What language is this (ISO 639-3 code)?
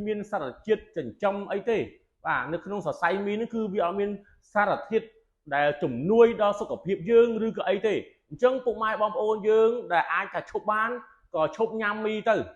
khm